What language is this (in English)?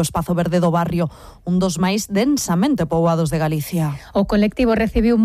Galician